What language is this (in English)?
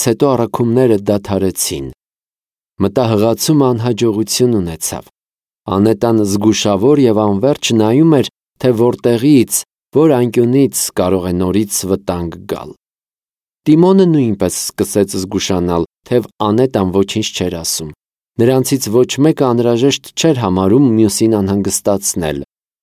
Armenian